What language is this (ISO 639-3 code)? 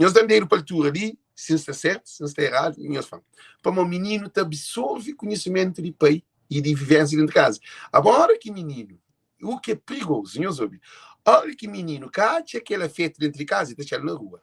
kea